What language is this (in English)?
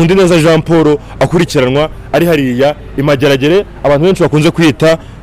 Kinyarwanda